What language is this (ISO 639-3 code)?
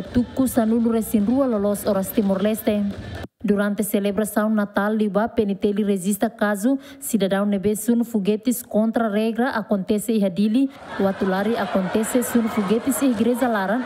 tet